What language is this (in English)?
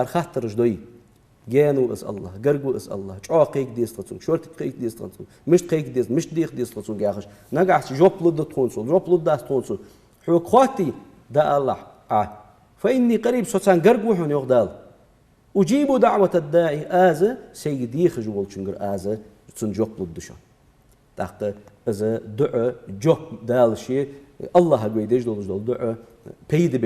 Ingush